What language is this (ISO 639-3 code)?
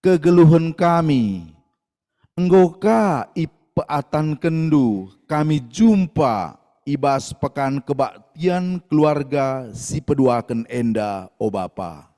btx